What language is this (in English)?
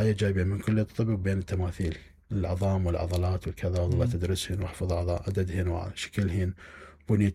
Mesopotamian Arabic